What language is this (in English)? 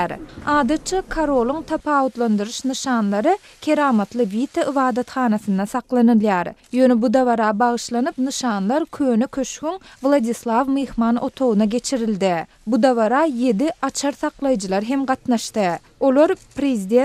Turkmen